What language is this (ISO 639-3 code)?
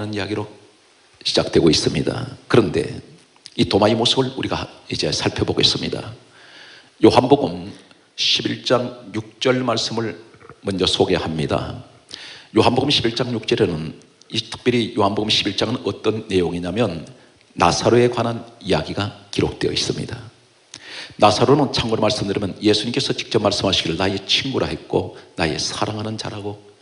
kor